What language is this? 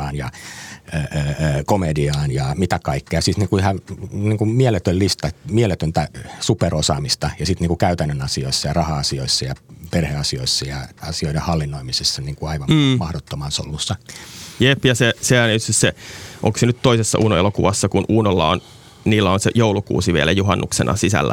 Finnish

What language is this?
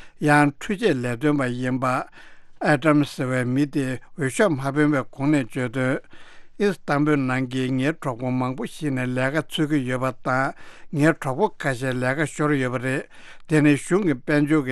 Tibetan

